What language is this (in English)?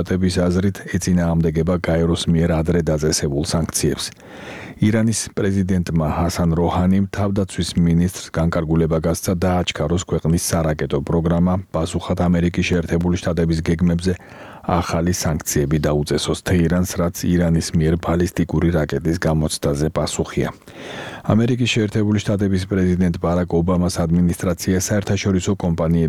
Georgian